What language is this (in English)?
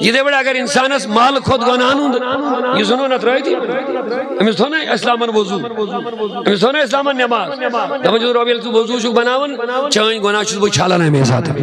Kashmiri